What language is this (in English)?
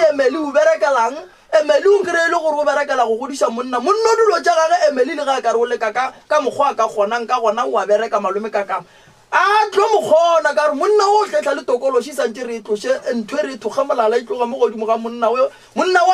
Northern Sotho